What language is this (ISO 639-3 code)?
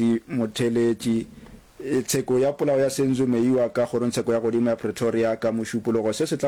nso